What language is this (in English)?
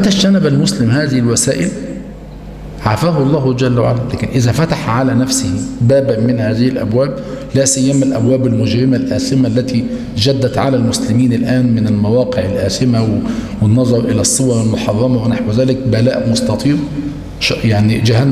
Arabic